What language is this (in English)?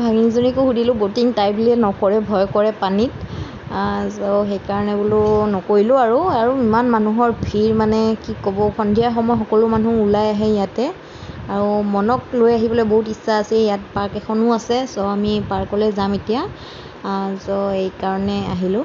Assamese